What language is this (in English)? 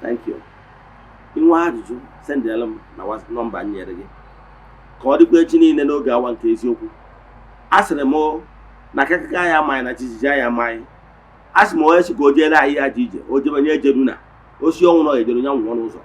Igbo